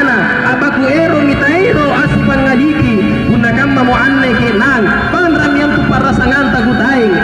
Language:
Makasar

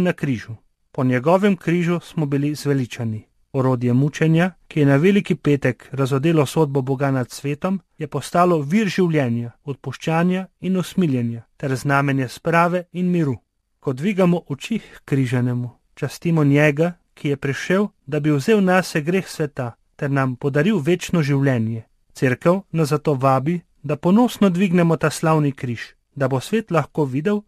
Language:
Slovenian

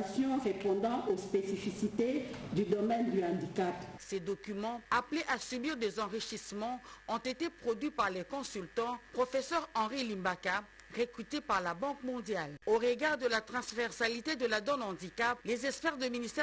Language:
French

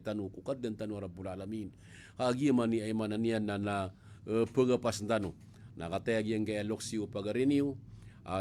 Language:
Maranao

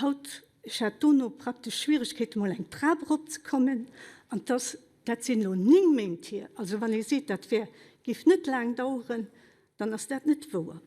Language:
Luxembourgish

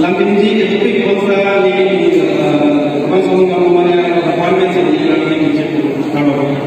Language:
Karbi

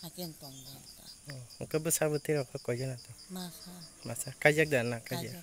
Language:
Kok Borok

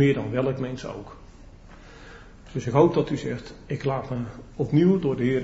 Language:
Dutch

